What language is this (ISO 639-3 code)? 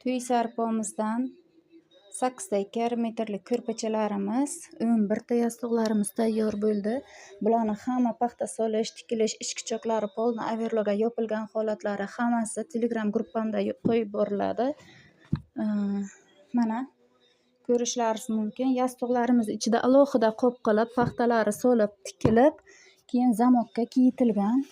uzb